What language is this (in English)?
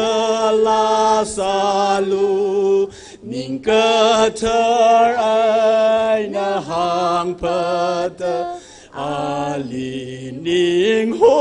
Tangkhul Naga (India)